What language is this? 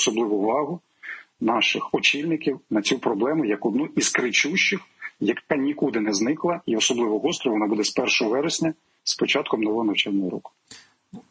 Ukrainian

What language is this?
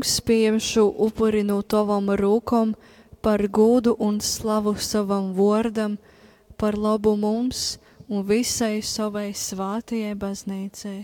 Latgalian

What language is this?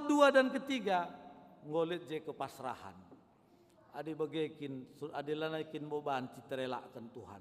Batak Karo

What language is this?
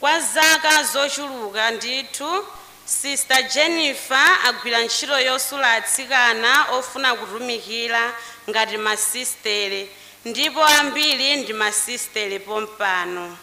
Nyanja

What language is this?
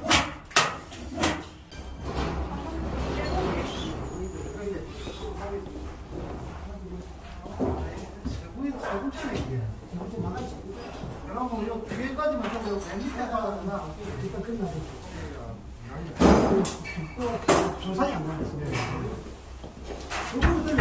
Korean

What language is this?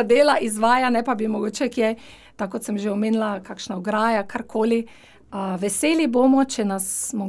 Slovenian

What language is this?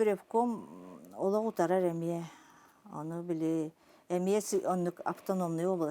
Yakut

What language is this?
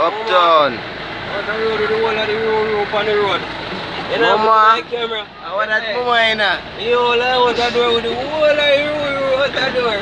Jamaican Creole English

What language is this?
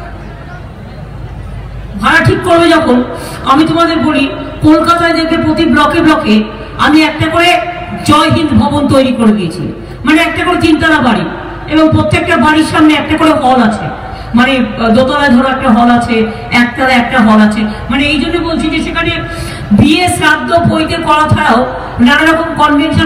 Bangla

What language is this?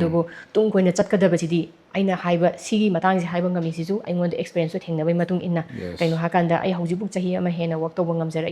Manipuri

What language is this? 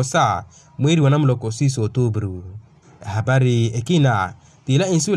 Makhuwa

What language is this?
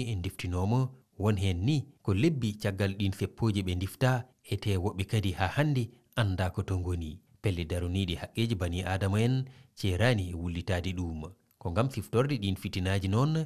Fula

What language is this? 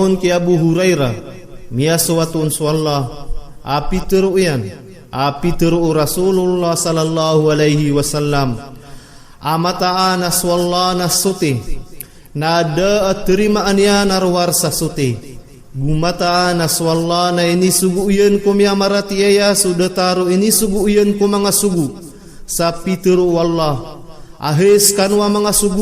Maranao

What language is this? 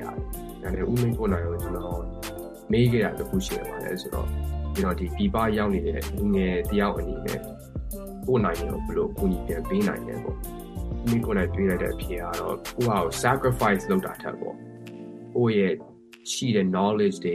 Burmese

